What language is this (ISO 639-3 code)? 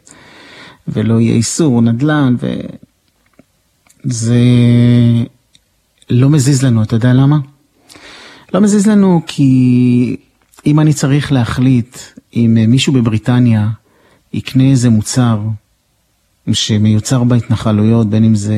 heb